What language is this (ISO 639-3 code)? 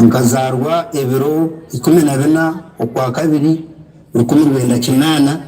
nyn